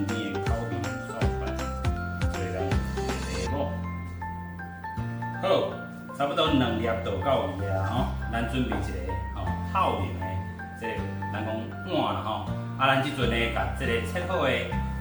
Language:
Min Nan Chinese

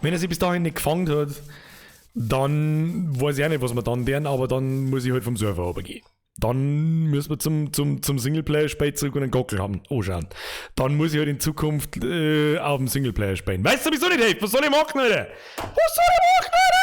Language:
Bavarian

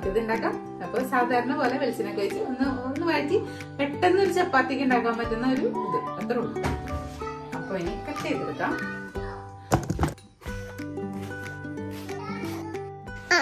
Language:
Malayalam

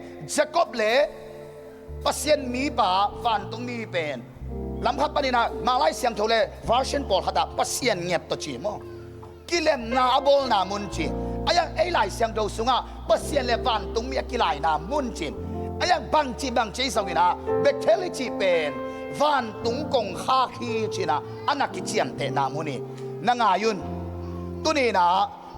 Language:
Tedim Chin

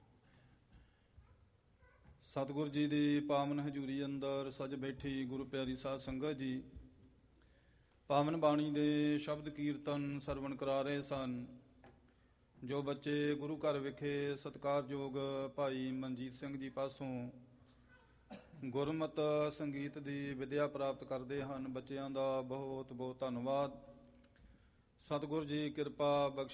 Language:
Punjabi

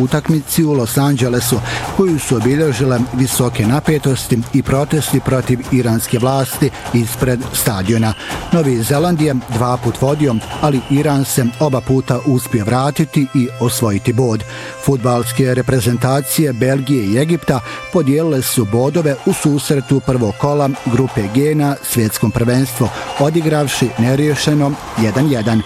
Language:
Bosnian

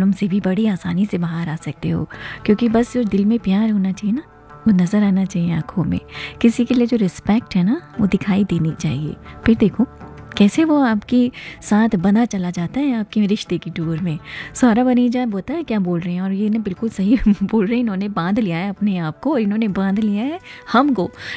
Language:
Hindi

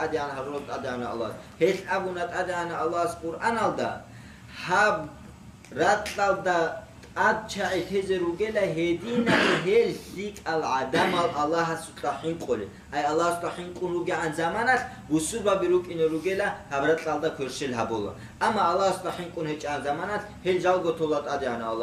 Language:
Avaric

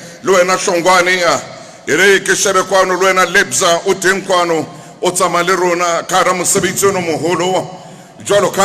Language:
Southern Sotho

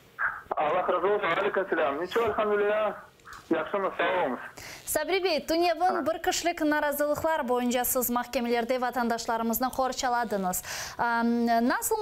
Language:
Crimean Tatar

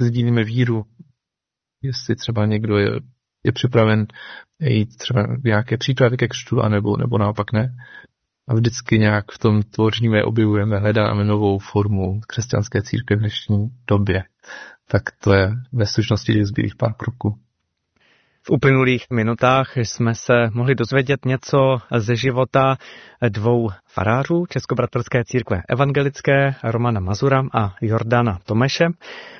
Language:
Czech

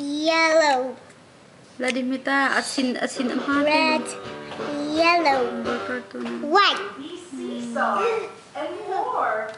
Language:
Hakha Chin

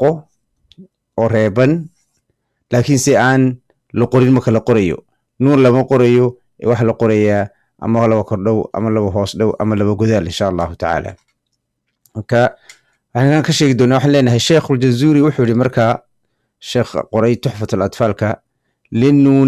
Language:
Somali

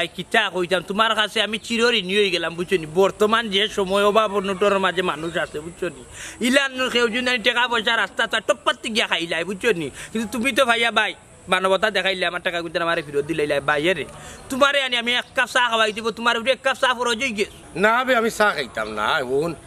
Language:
Sylheti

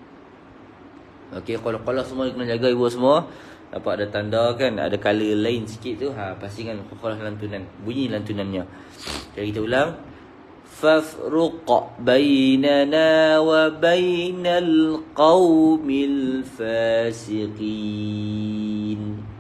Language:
Malay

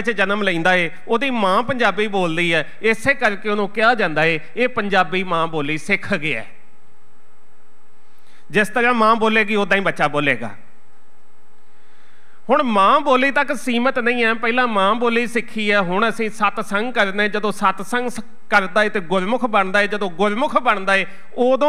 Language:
Punjabi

